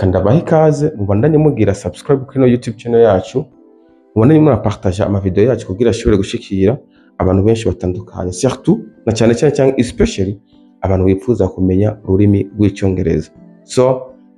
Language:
Rundi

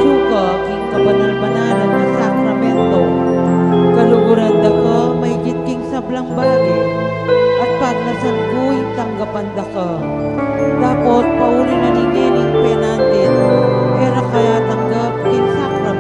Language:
Pampanga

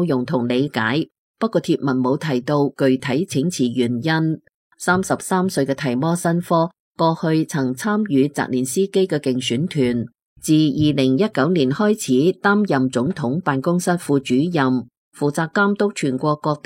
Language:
Cantonese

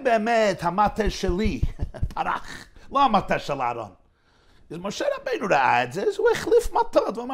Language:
Hebrew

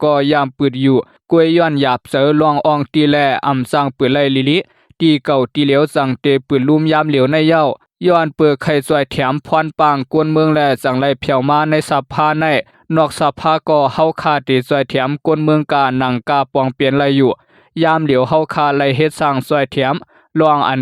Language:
Shan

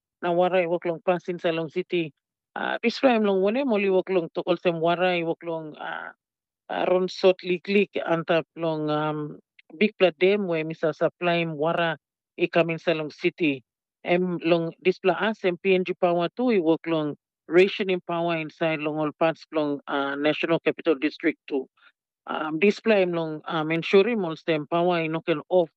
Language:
Tok Pisin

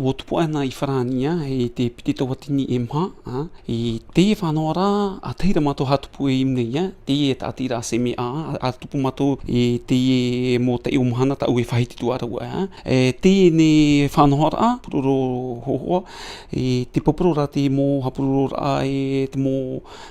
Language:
Tahitian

